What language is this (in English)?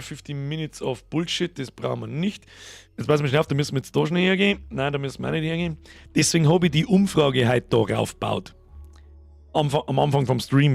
Bavarian